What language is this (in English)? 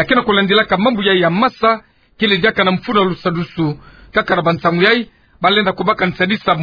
Kituba (Democratic Republic of Congo)